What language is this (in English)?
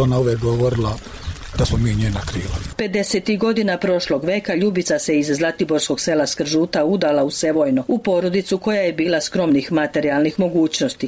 Serbian